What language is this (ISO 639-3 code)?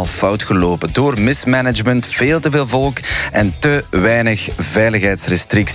nld